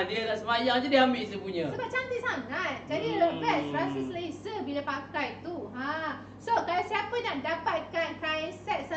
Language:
Malay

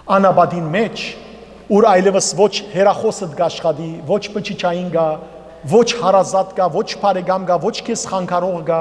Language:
Western Armenian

